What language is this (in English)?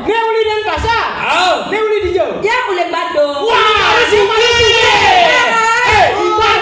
Balinese